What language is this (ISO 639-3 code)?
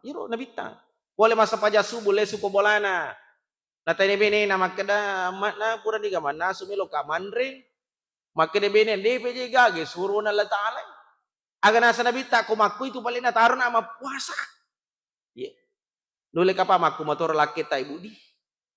bug